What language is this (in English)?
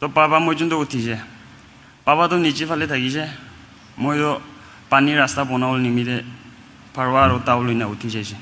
Naga Pidgin